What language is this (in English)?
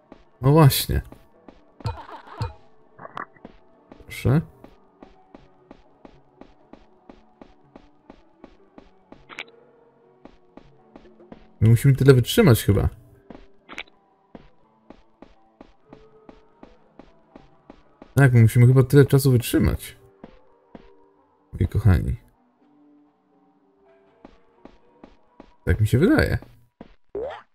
Polish